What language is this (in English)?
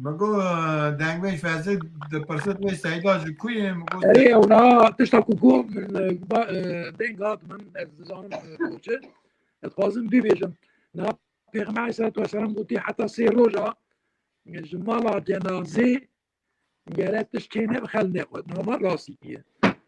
Kurdish